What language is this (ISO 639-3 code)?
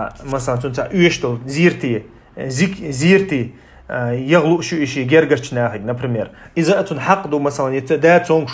che